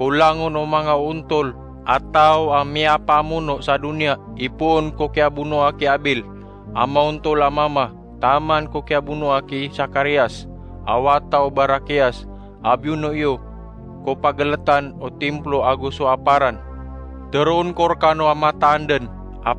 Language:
Maranao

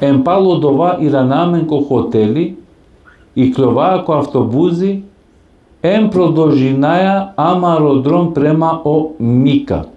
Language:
Balkan Romani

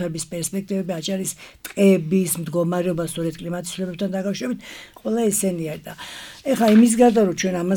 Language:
Georgian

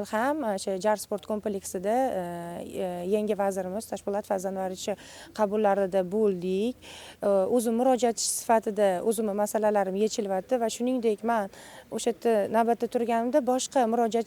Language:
Uzbek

